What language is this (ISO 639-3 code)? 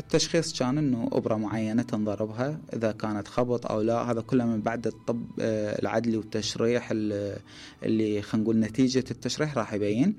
acm